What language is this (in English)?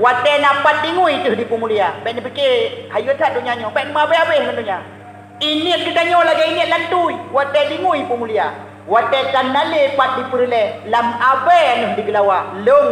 Achinese